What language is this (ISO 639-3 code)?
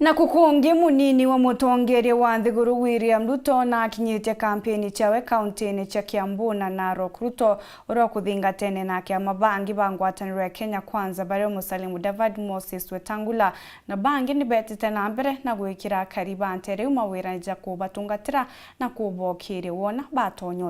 mer